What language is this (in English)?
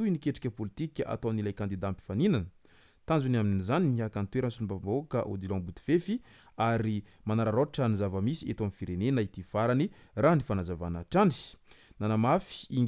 Malagasy